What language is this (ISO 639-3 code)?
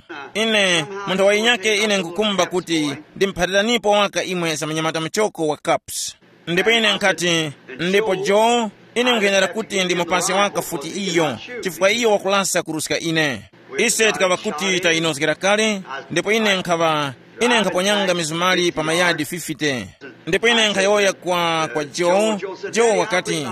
tum